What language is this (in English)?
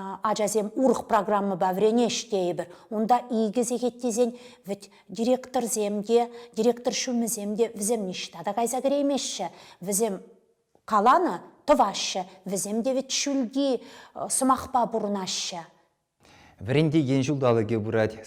Chuvash